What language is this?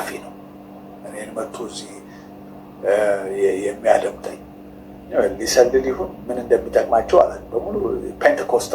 Amharic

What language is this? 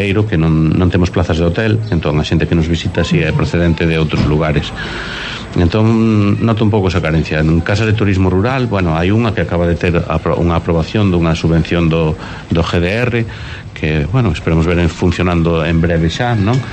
Galician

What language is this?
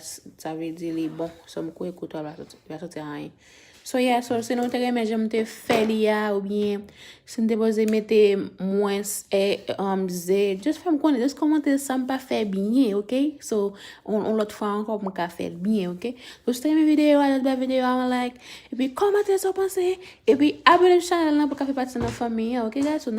Haitian Creole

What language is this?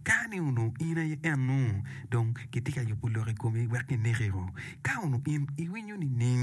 Acoli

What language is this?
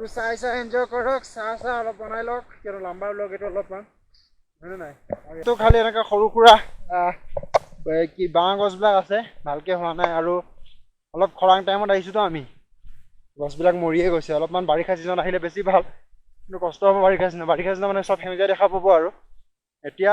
Assamese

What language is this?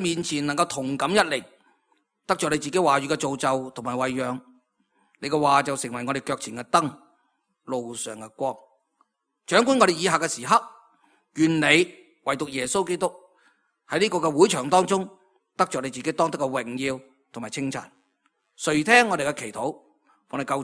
Cantonese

